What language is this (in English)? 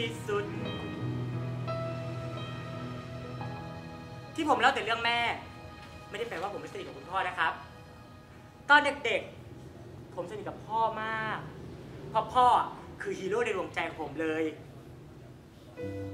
Thai